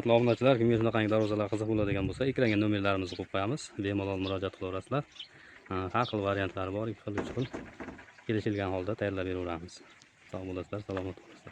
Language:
Uzbek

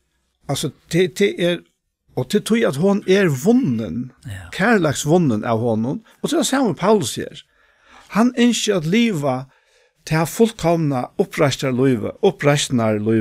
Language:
Faroese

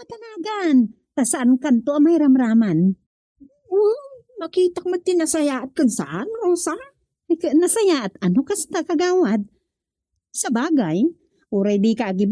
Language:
Iloko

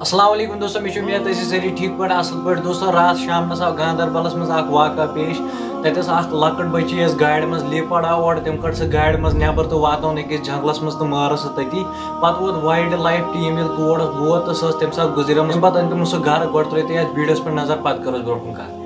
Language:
Kashmiri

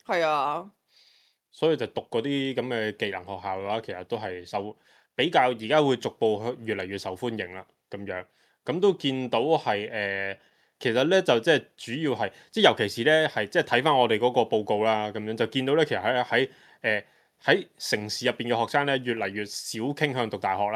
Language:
Cantonese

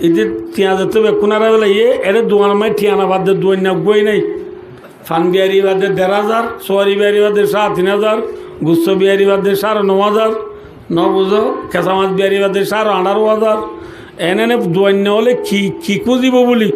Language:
Rohingya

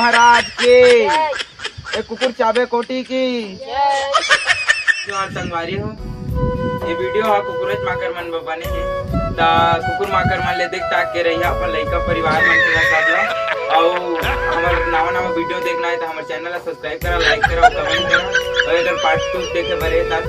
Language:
Chhattisgarhi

